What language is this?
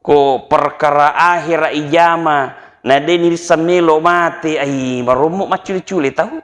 Buginese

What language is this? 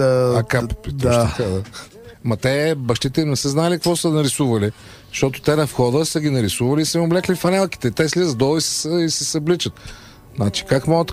Bulgarian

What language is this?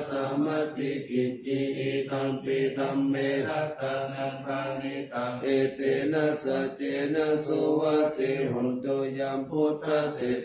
Pali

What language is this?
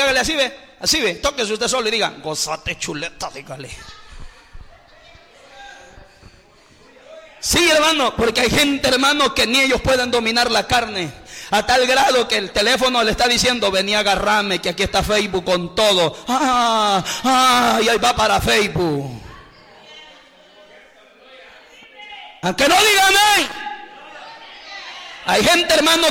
Spanish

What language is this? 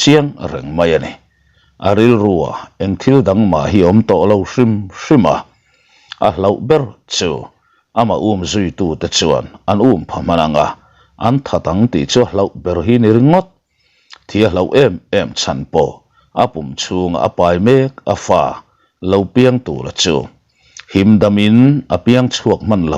Mizo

